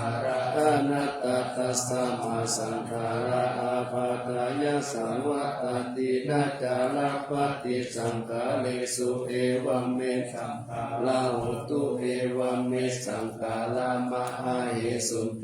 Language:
Pali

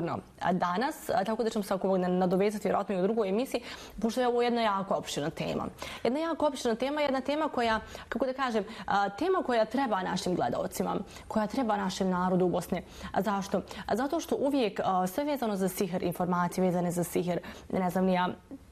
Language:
Bosnian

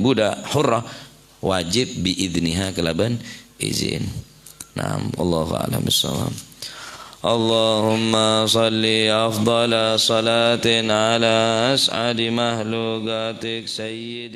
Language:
Madurese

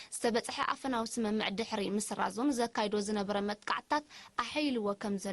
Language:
Tigrinya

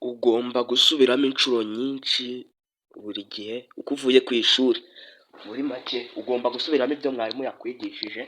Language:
Kinyarwanda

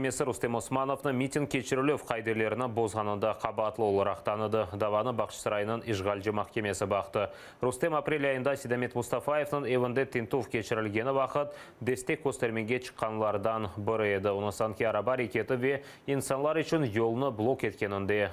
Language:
Crimean Tatar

